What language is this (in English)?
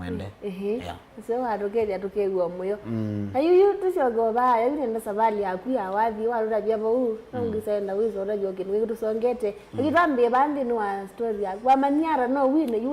Kamba